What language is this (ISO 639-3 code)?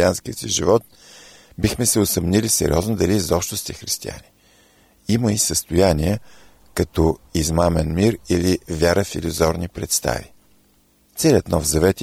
bul